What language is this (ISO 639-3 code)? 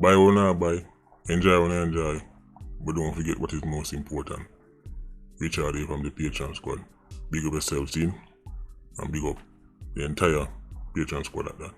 jam